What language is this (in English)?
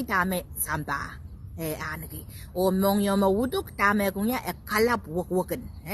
Pohnpeian